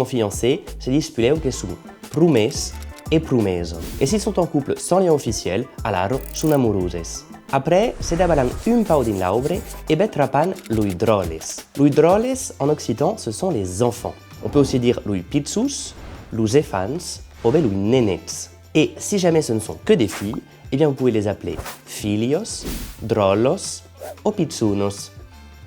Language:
Occitan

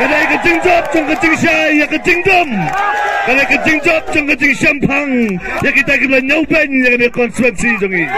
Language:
Khasi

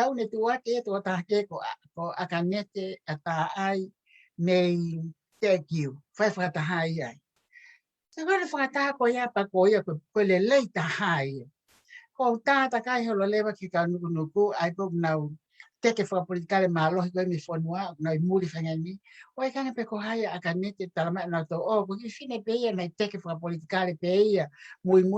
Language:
Tongan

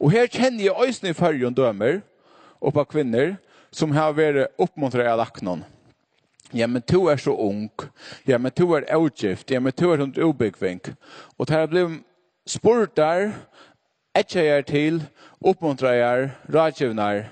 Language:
Faroese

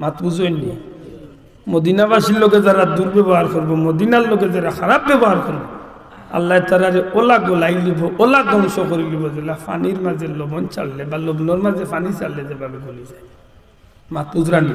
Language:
Sylheti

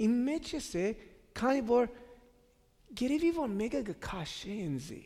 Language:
Western Armenian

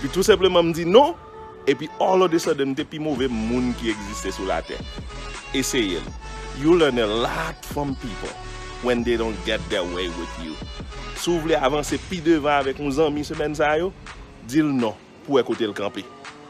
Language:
Haitian Creole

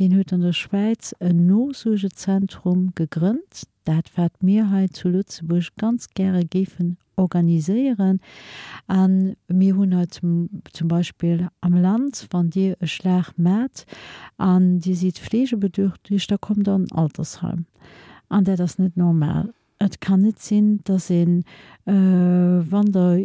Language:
Luxembourgish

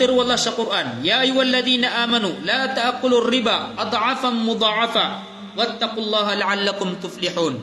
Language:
Maranao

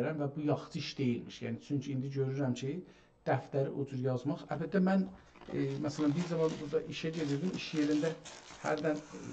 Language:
South Azerbaijani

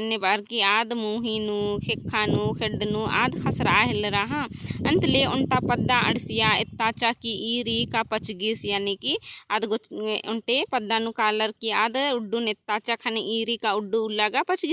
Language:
Kurukh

